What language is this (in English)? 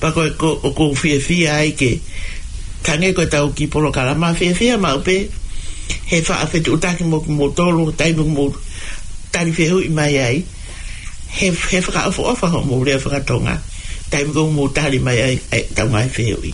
Tongan